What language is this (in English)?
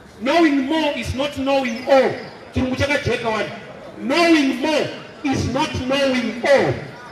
Shona